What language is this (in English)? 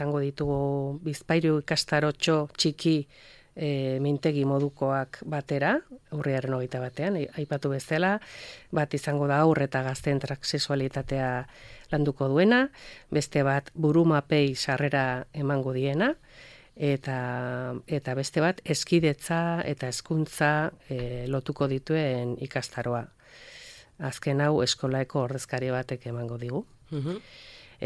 Basque